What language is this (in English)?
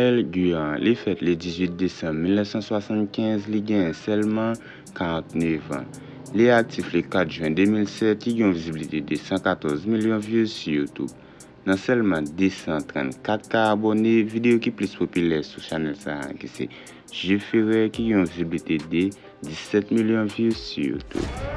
Haitian Creole